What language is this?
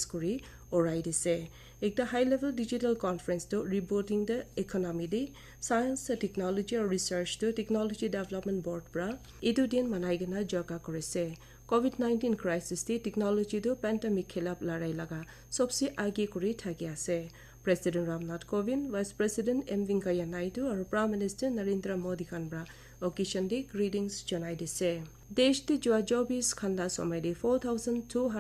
Naga Pidgin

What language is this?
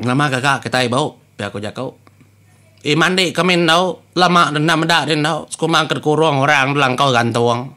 Iban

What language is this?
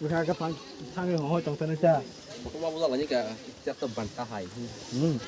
Kok Borok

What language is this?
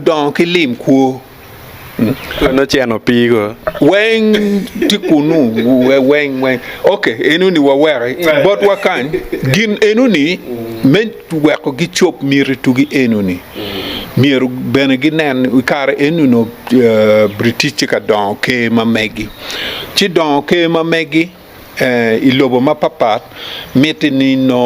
Acoli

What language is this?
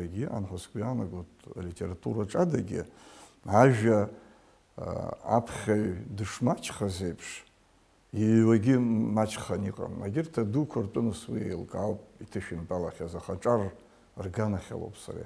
Abkhazian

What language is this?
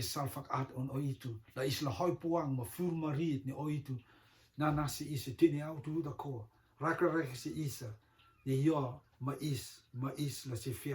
Rotuman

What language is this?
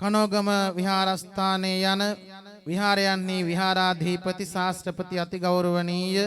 Sinhala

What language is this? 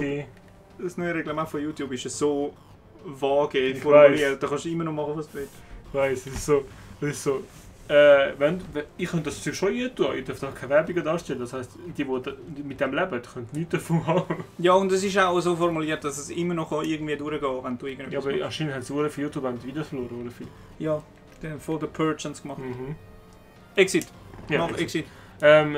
Swiss German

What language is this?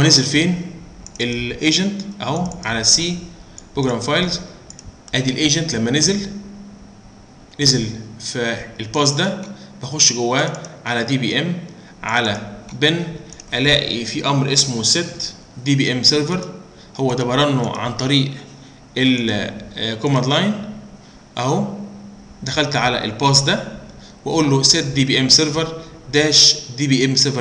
Egyptian Arabic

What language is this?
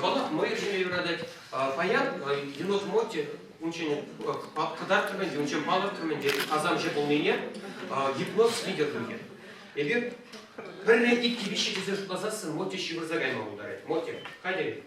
Chuvash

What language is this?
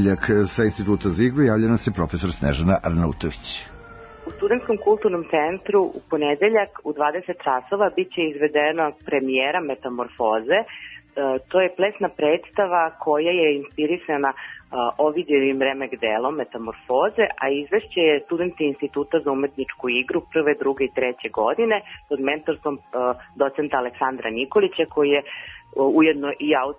Serbian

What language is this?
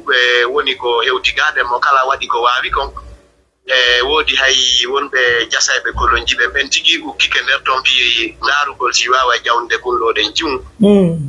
Fula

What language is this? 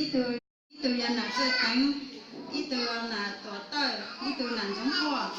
Hmong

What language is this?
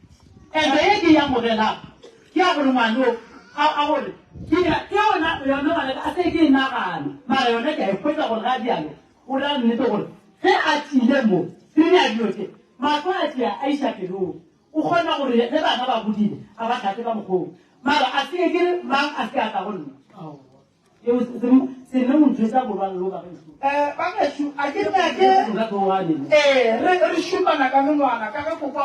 Northern Sotho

